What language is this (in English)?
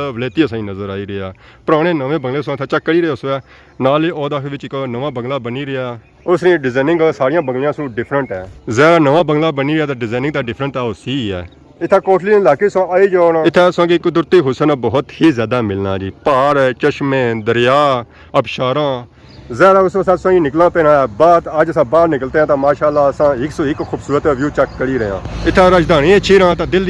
Pahari-Potwari